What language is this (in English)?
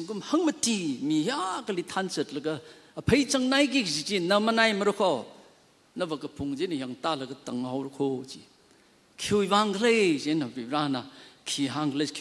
Tangkhul Naga (India)